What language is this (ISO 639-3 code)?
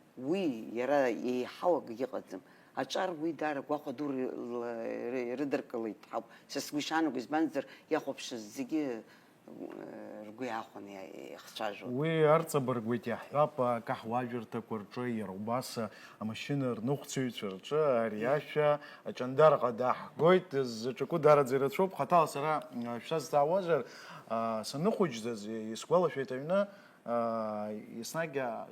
abk